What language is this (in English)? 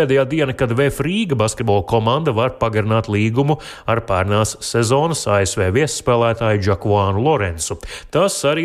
Latvian